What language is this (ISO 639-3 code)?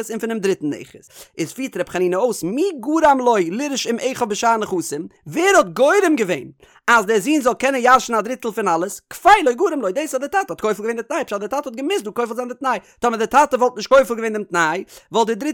yid